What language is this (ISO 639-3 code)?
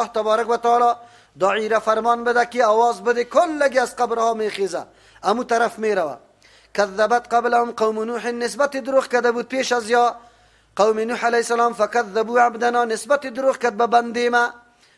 fas